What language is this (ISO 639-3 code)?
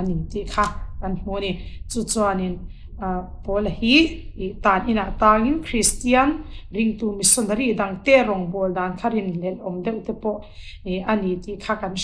lus